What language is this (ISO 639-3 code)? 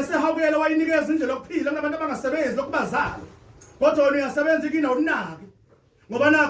zul